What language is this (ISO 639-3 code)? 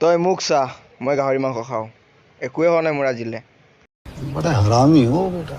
asm